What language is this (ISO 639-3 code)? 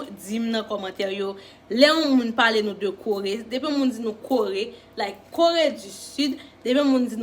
hat